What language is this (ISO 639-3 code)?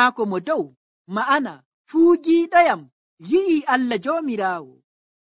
fuv